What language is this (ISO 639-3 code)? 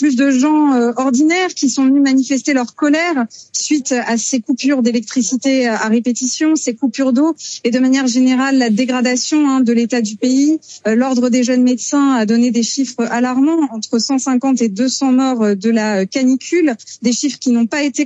fra